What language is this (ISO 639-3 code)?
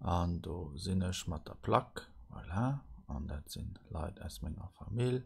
ltz